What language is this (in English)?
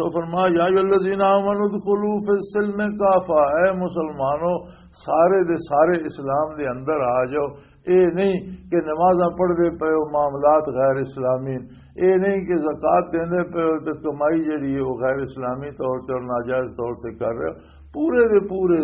Western Panjabi